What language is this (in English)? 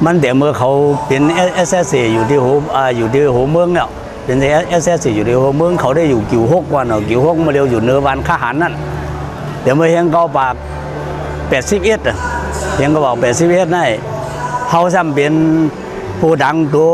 Shan